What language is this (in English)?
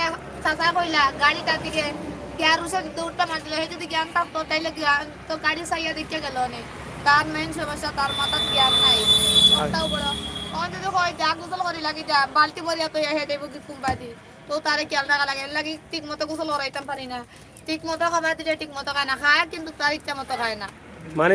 Sylheti